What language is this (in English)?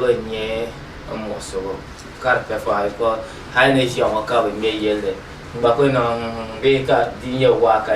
Dagbani